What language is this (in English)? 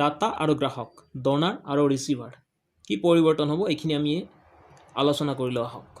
Assamese